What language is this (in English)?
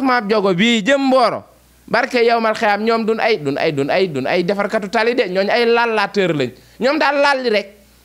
Wolof